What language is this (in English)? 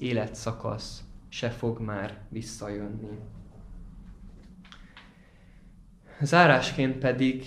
Hungarian